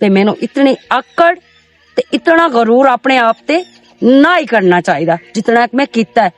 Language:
Western Panjabi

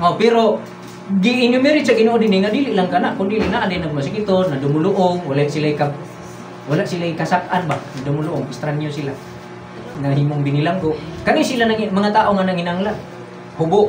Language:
Cebuano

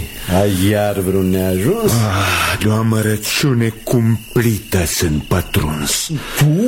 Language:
Romanian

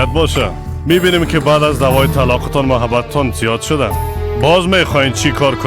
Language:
Persian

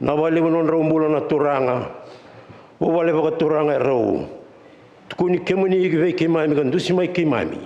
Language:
Fijian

